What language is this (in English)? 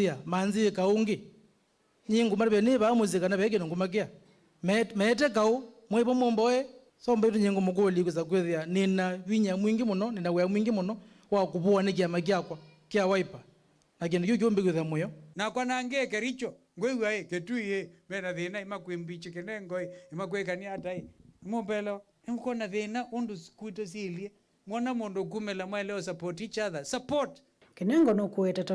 Kamba